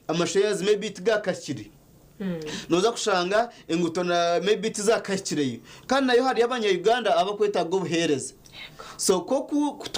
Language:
Nyankole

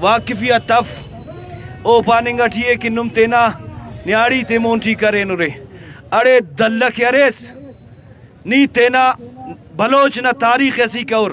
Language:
Brahui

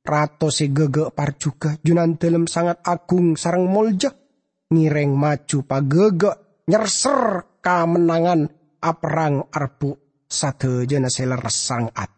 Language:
Madurese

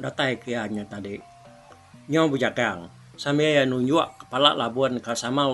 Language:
Iban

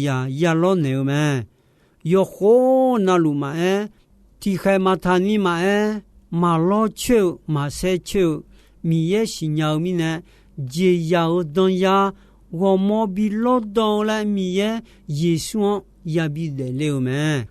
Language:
Akha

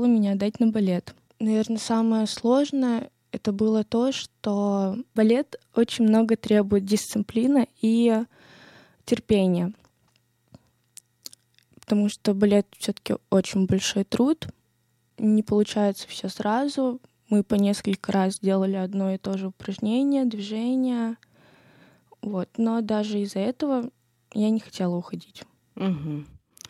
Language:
Russian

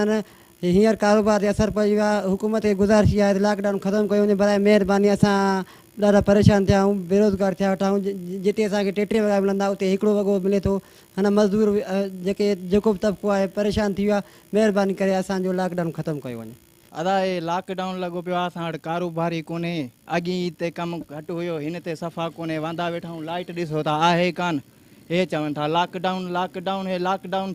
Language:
Sindhi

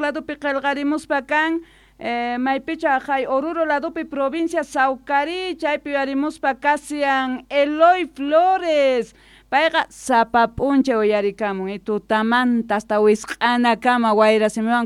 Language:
South Bolivian Quechua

